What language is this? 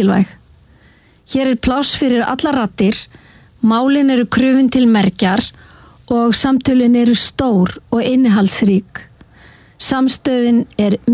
Icelandic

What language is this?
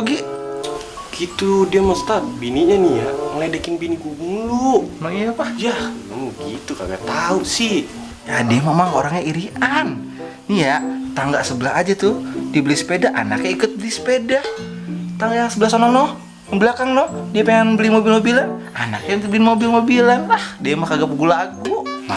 Betawi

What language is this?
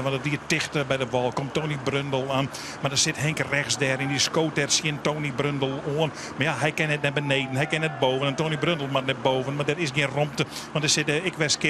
Western Frisian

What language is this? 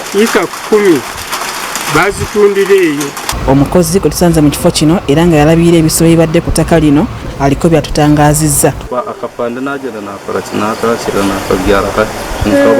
Ganda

